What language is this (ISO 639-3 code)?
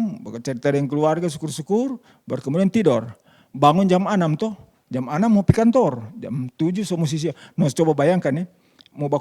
xmm